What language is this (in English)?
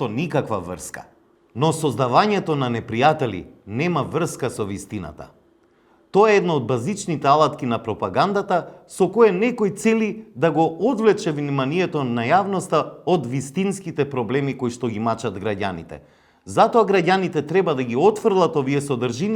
Macedonian